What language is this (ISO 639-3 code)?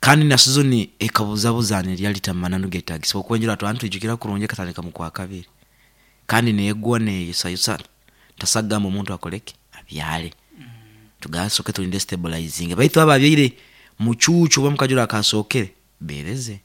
nyn